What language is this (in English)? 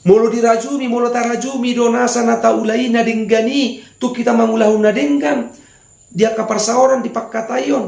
Batak Toba